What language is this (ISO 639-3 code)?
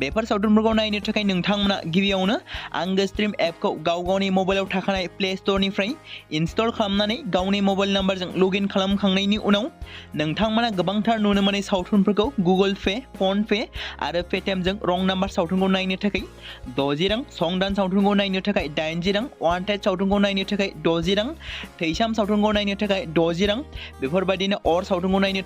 brx